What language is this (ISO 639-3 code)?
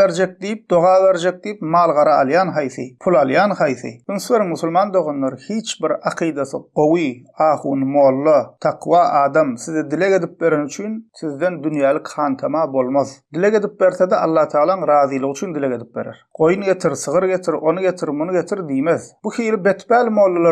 tuk